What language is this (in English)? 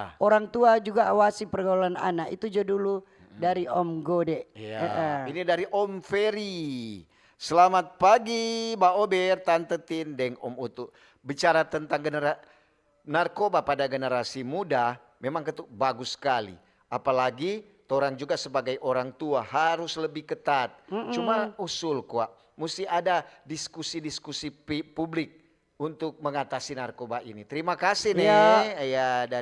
Manado Malay